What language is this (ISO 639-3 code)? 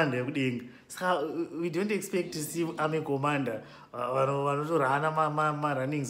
sna